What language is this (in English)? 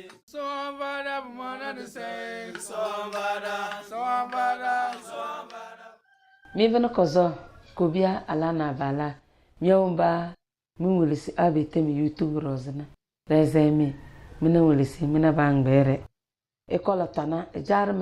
Tem